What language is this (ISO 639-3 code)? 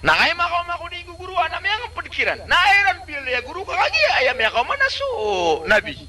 mrw